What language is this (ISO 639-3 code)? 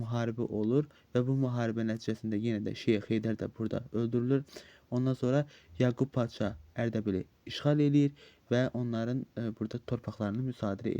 aze